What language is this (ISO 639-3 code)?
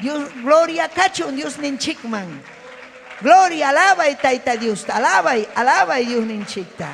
quy